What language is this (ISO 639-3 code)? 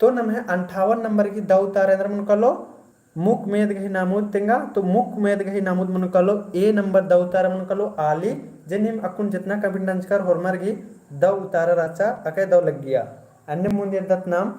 kru